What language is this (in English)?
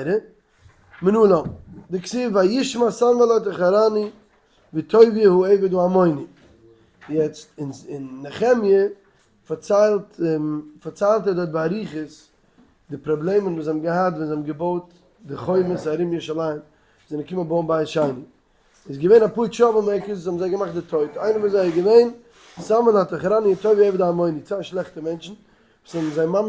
Yiddish